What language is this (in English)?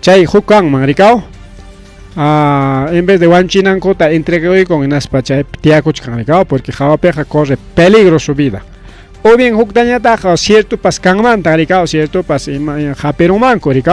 Ayacucho Quechua